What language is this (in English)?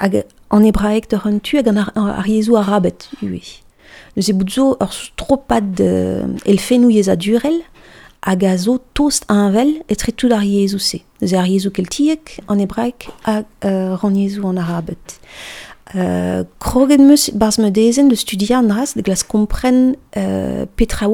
Breton